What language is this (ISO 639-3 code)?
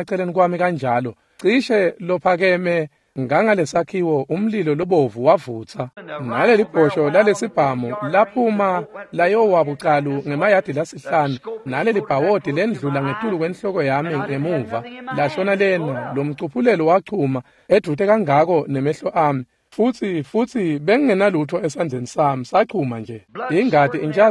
ssw